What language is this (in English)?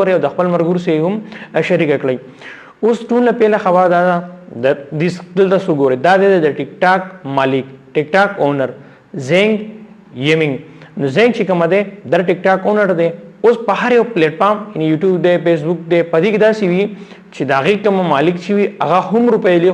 Pashto